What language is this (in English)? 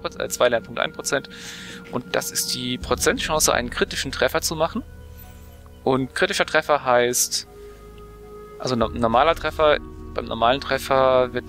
German